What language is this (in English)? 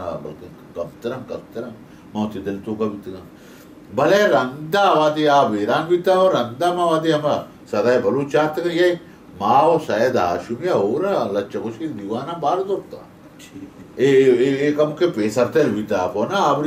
Baluchi